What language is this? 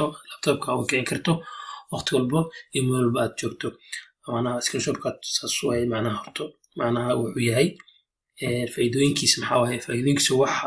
Somali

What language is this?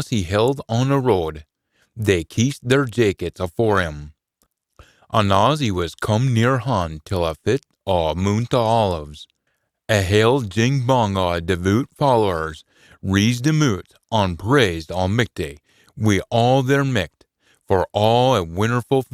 Scots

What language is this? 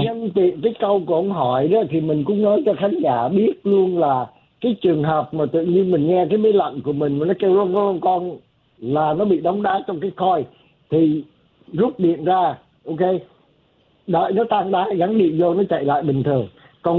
Vietnamese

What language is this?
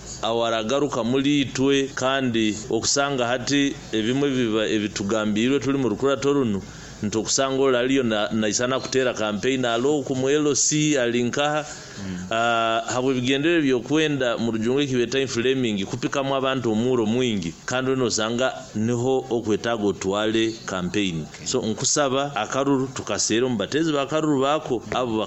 Nyoro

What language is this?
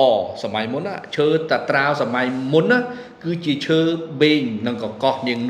Khmer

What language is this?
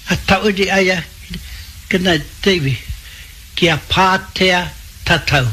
Māori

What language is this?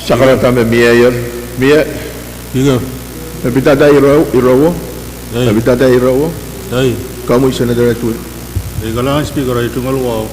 Pohnpeian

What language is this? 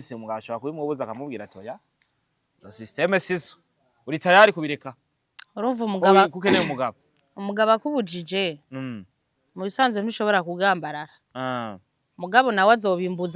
Rundi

